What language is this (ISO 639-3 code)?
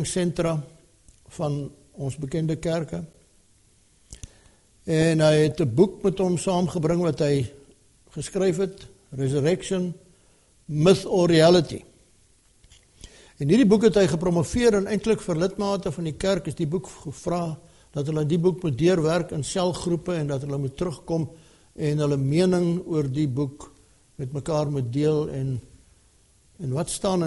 afr